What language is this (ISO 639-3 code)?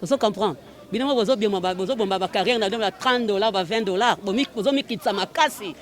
lin